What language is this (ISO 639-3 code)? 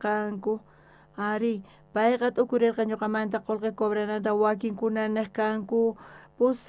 quh